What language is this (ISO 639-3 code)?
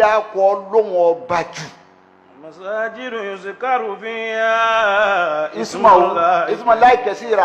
yor